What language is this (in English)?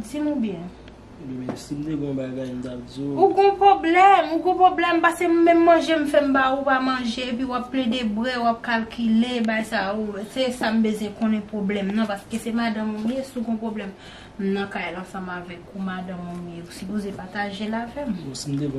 Haitian Creole